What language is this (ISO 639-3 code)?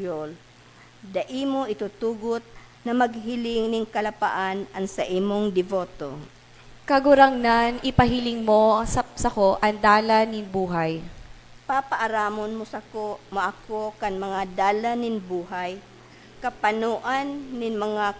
bik